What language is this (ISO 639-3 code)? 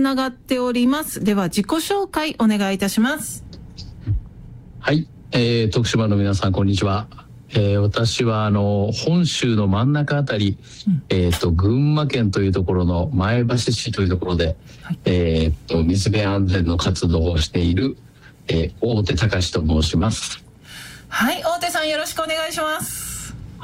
jpn